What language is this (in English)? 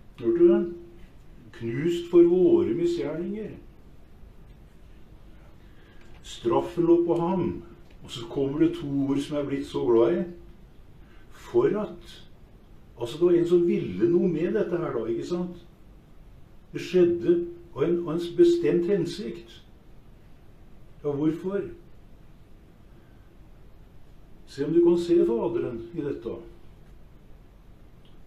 Norwegian